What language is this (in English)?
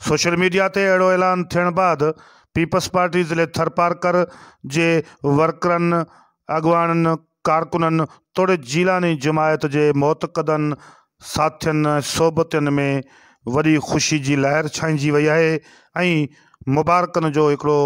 Sindhi